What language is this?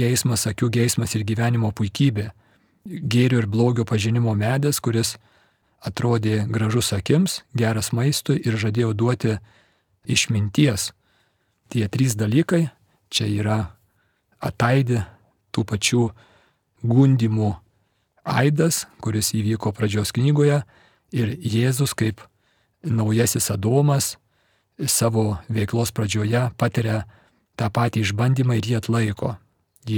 Lithuanian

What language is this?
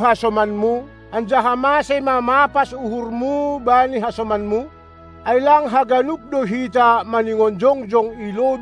Batak Simalungun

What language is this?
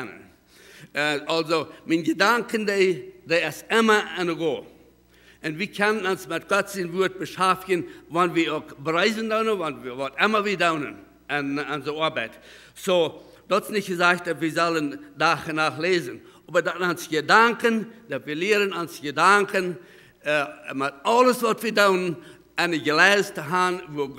Plautdietsch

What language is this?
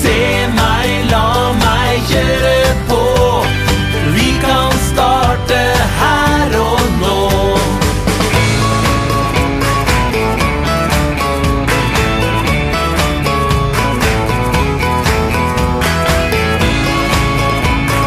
Norwegian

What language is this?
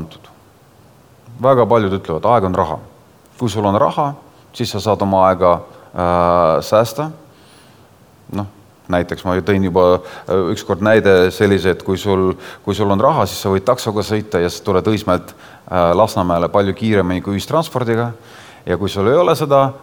Estonian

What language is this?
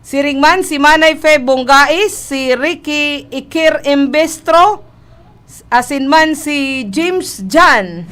Bikol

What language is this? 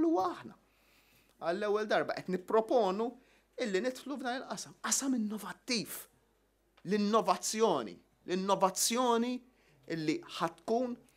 Maltese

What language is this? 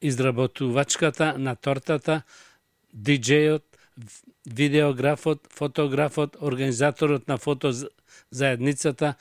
Macedonian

